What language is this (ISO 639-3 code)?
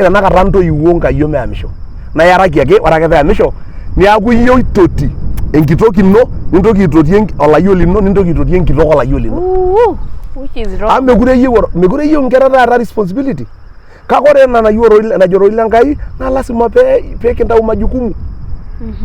mas